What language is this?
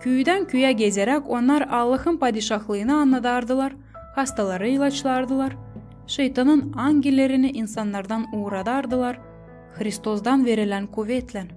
Gagauz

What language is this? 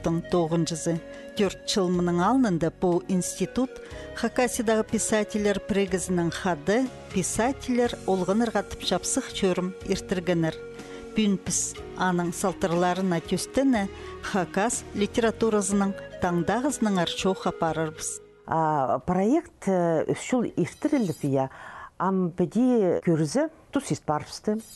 Khakas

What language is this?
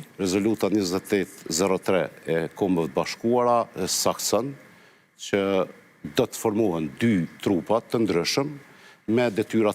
Albanian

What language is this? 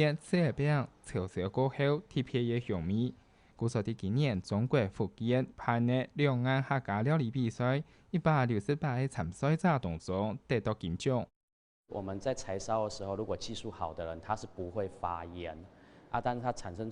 Hakka Chinese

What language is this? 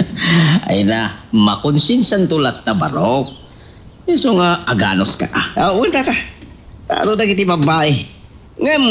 Iloko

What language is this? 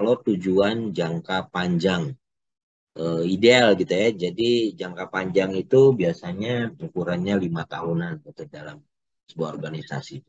Indonesian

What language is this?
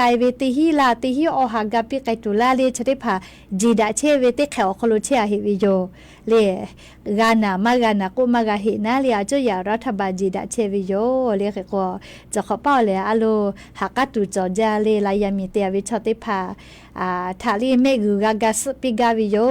Lahu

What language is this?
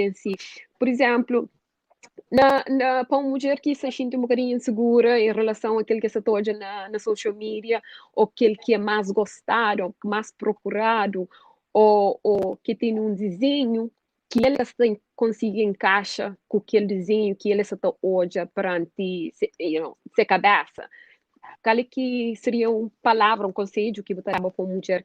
Kabuverdianu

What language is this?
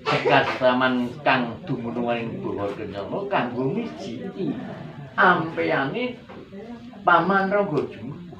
Javanese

